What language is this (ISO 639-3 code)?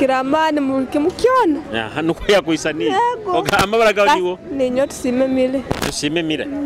nyo